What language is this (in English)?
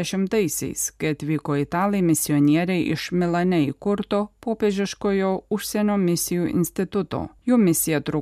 Lithuanian